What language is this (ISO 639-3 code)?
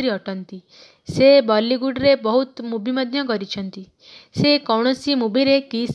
ori